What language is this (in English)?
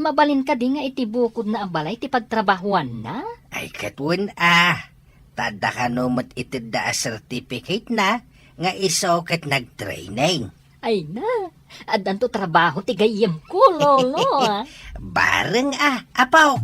Iloko